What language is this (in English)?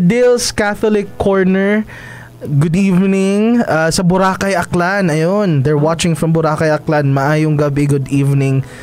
Hiligaynon